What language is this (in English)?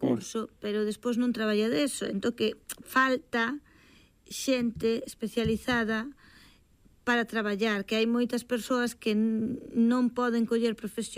Galician